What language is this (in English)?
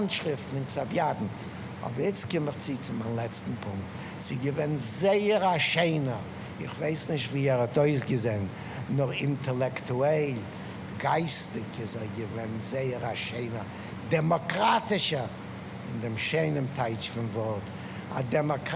Yiddish